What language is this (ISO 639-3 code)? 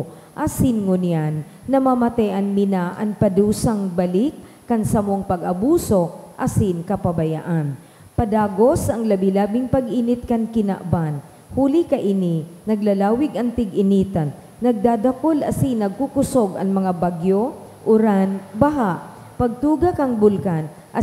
bik